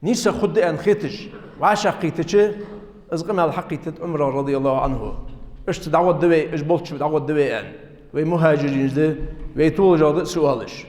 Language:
Ingush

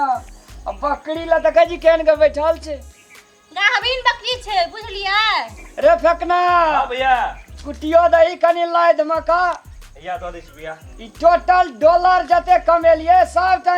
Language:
Maithili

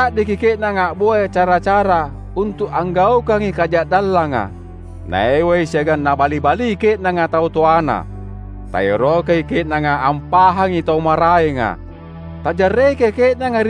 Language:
Makasar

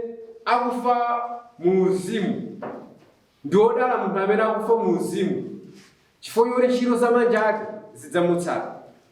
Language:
Nyanja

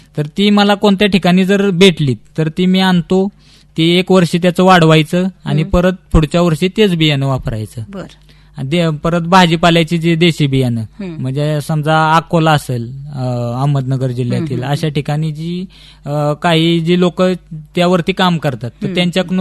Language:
Marathi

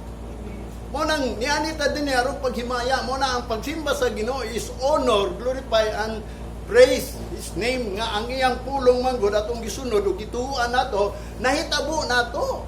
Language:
Cebuano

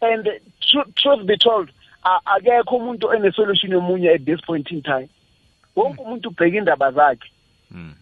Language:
South Ndebele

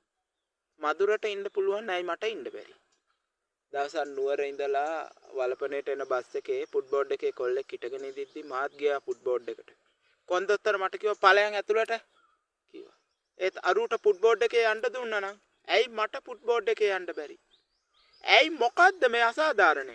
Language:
Sinhala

